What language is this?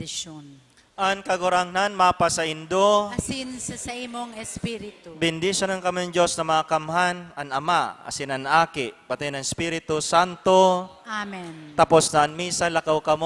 Bikol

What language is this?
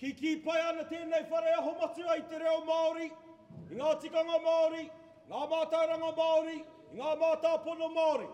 Māori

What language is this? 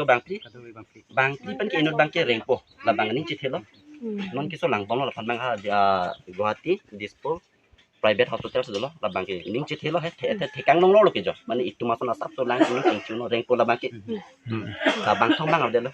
Karbi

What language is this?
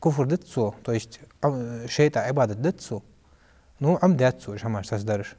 Ingush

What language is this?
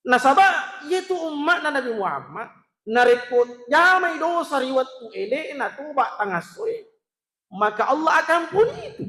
Buginese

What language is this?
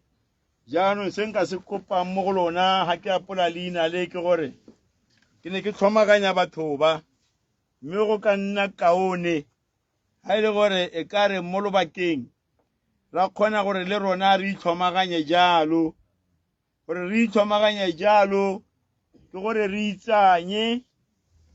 Tswana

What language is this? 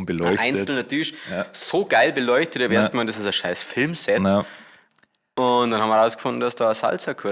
Bavarian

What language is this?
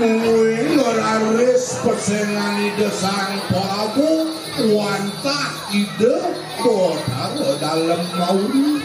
Balinese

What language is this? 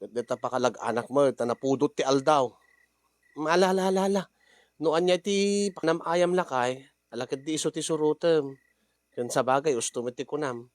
Iloko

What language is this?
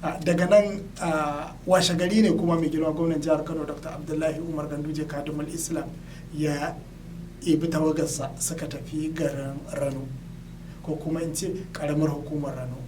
Hausa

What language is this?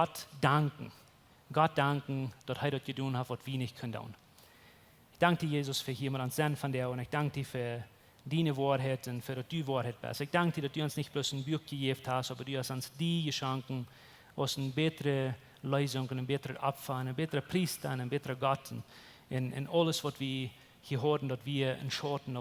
Plautdietsch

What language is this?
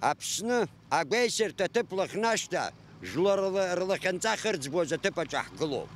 Abkhazian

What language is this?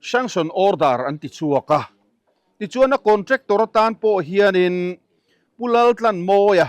Mizo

